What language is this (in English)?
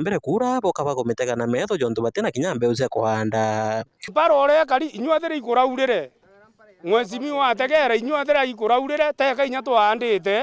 Meru